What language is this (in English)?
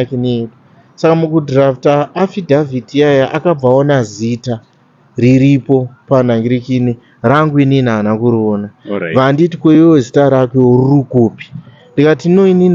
Shona